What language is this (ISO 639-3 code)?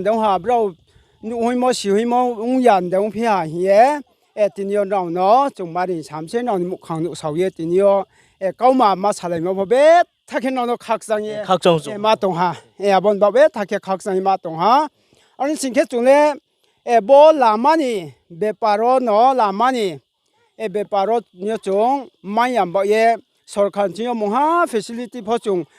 ria